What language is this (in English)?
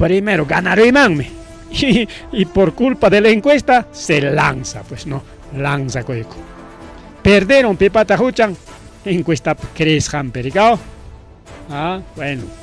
Ayacucho Quechua